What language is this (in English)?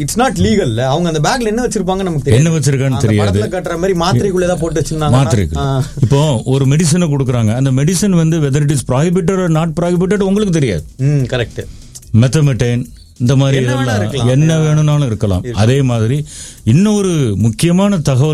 Tamil